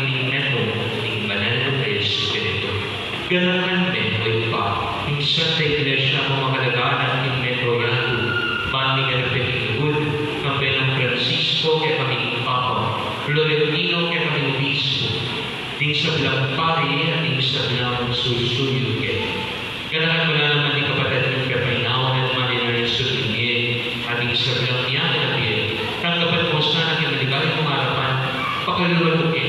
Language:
Pampanga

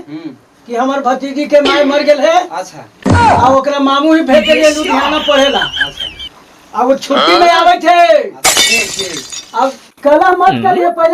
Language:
Magahi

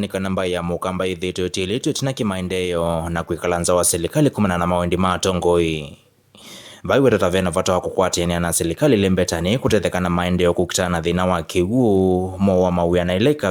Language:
Kamba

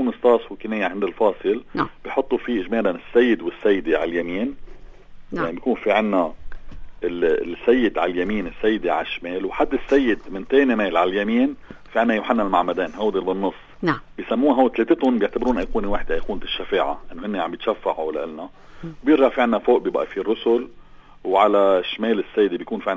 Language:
North Levantine Arabic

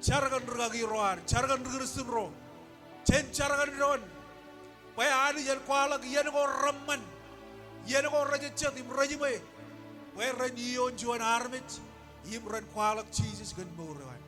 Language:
Marshallese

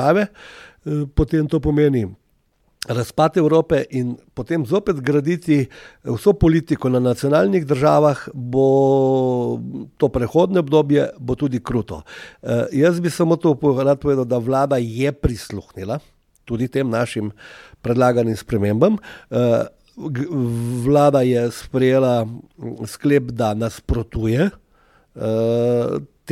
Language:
Slovenian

